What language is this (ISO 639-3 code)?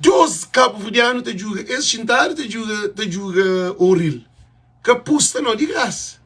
kea